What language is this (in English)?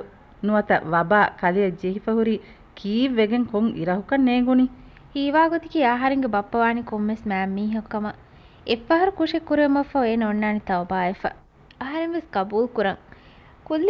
Divehi